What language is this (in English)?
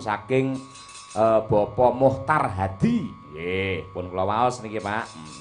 Javanese